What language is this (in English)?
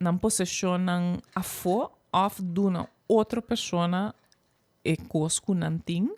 Papiamento